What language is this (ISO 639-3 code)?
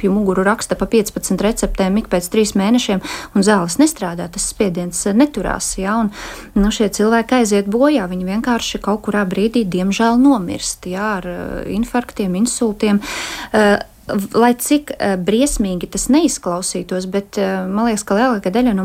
lav